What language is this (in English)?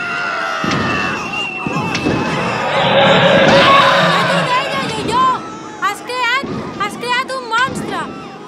Catalan